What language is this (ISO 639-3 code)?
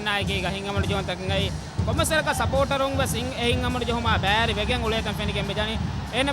div